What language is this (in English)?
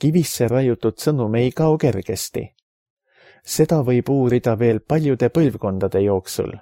Estonian